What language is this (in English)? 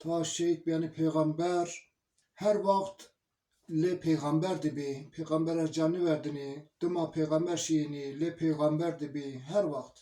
Zaza